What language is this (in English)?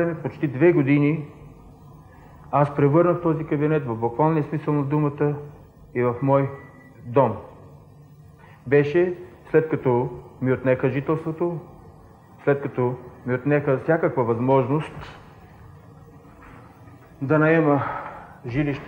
Bulgarian